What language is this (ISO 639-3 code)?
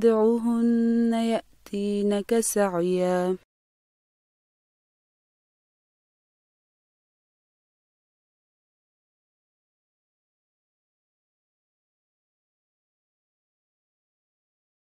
ara